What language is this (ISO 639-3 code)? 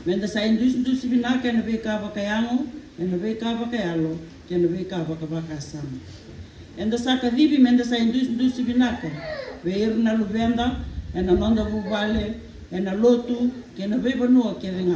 fij